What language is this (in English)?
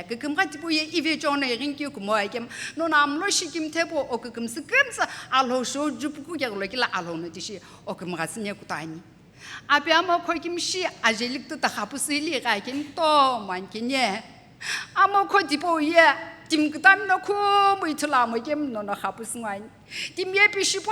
Sumi Naga